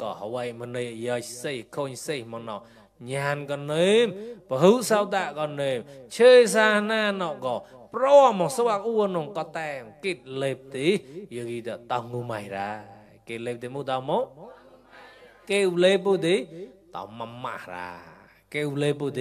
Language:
Mon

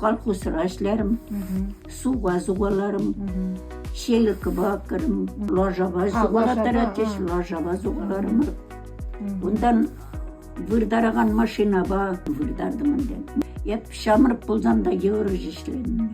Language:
Chuvash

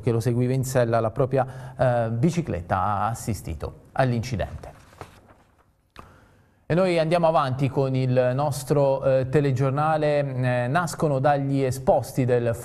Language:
Italian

